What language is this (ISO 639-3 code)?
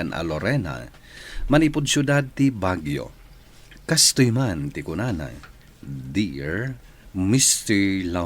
ilo